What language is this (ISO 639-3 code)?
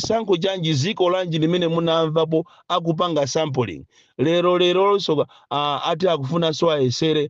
nya